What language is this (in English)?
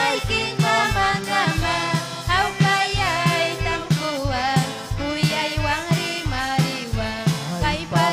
Ayacucho Quechua